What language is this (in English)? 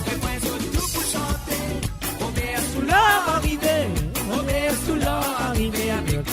Morisyen